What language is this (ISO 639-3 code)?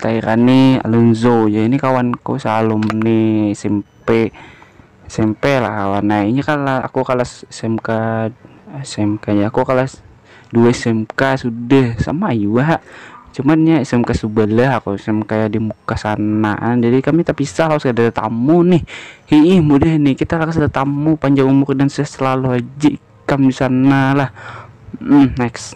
bjn